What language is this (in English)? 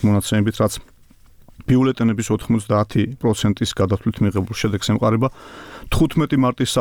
Georgian